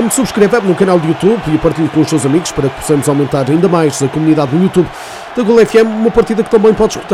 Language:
Portuguese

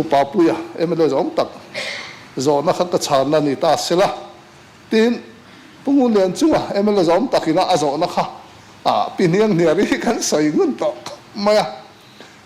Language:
Mizo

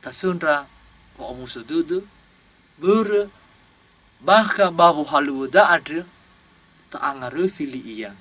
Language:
Nias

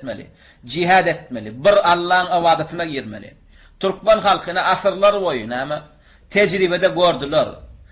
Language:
Turkmen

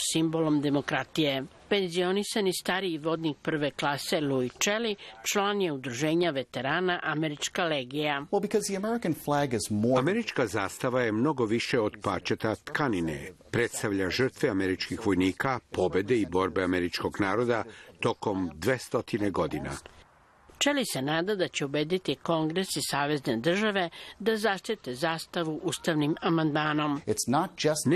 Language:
Serbian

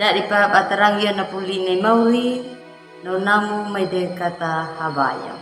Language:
Anakalangu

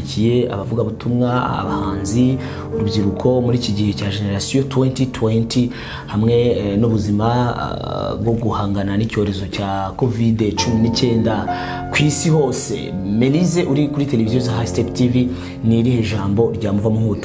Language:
Kinyarwanda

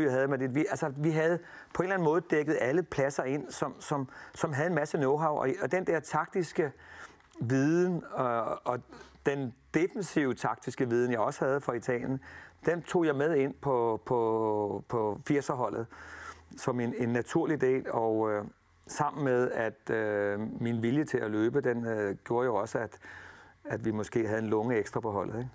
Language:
Danish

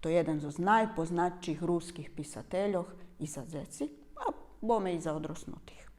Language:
Rusyn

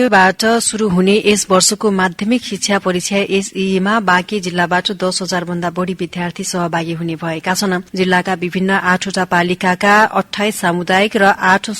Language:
Nepali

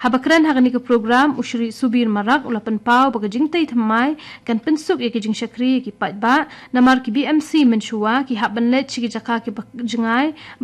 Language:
Khasi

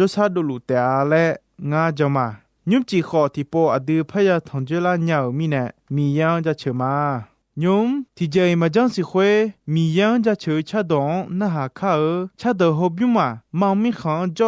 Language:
Akha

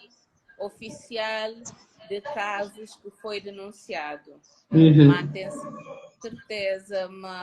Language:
Kabuverdianu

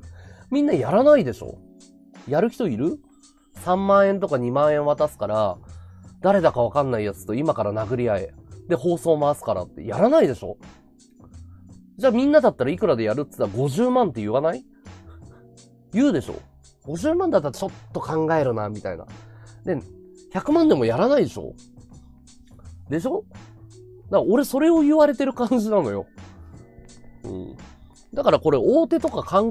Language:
Japanese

